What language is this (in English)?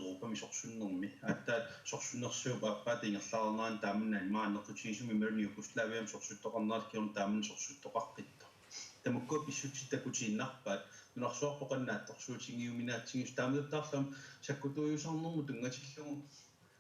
Kalaallisut